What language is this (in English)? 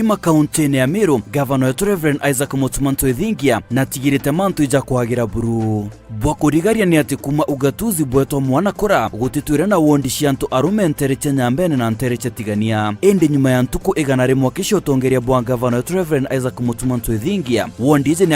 Meru